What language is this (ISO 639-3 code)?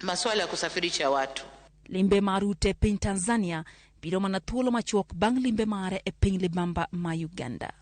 luo